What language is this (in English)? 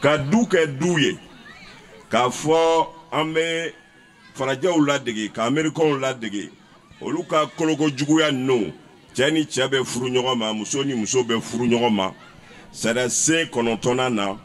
Bambara